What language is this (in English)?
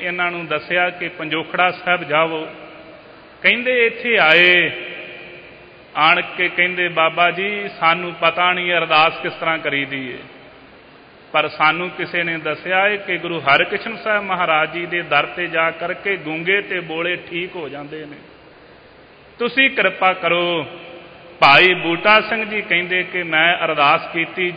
Punjabi